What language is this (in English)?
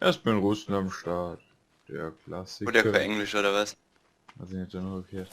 Bavarian